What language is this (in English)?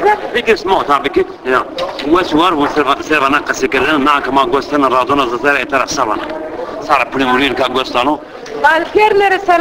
Zaza